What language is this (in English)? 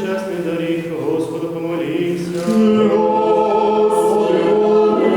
Rusyn